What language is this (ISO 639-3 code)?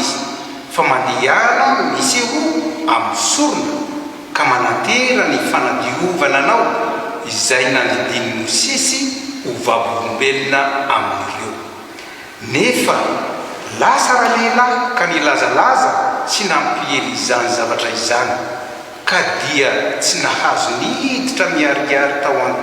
mlg